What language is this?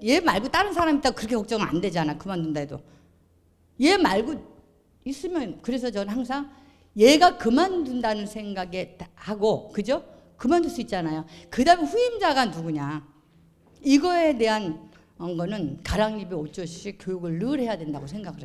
Korean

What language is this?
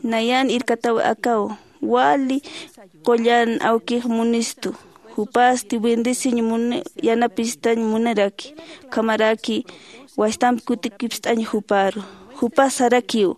Aymara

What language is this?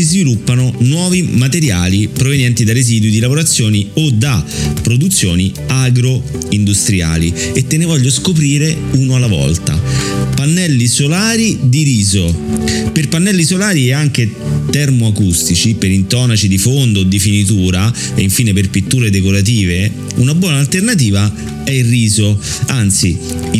Italian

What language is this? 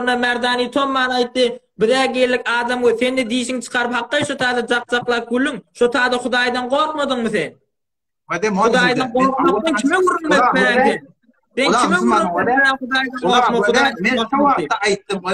Turkmen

